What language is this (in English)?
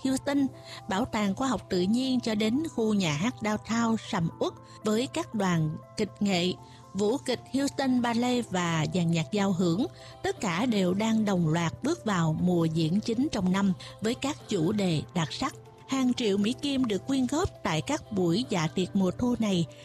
Vietnamese